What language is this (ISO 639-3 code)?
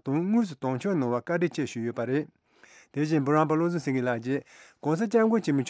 bod